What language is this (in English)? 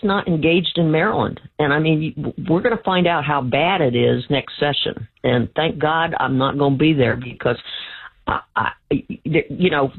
English